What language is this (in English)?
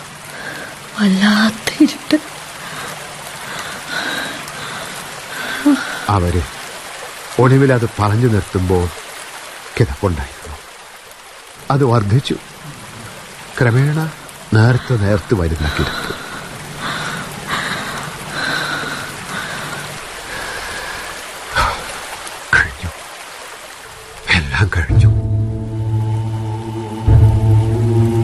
Malayalam